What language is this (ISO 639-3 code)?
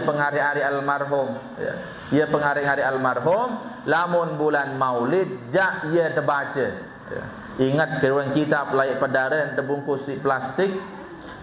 sas